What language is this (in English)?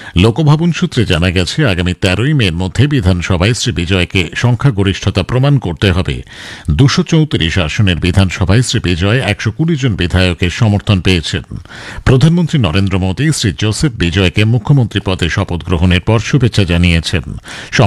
Bangla